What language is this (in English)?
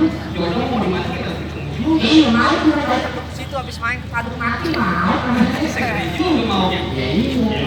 Betawi